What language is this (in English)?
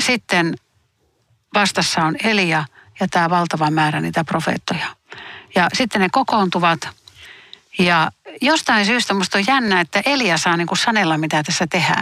Finnish